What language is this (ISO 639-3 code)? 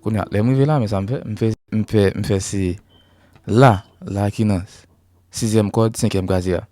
hat